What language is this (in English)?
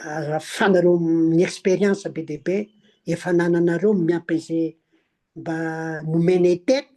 Malagasy